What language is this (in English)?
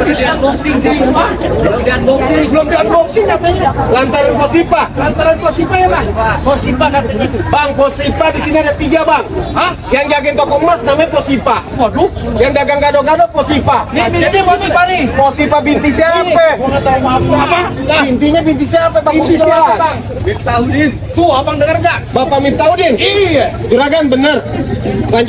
Betawi